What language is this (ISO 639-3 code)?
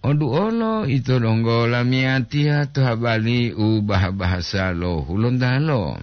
gor